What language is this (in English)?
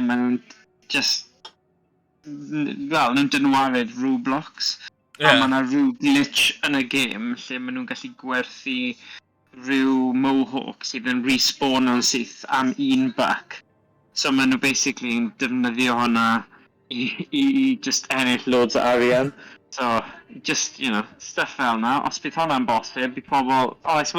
Welsh